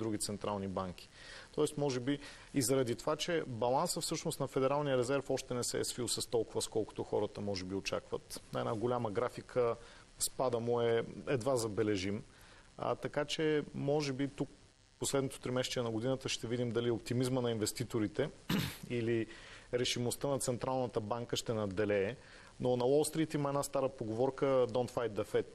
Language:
Bulgarian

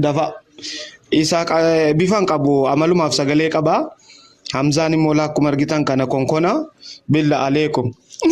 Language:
Oromo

